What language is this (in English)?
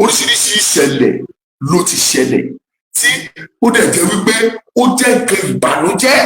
Yoruba